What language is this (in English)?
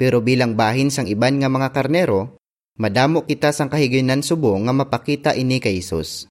Hiligaynon